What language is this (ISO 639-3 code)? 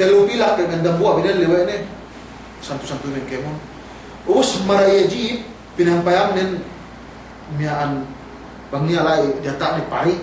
yka